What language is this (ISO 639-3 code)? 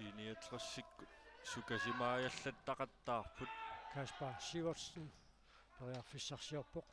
kal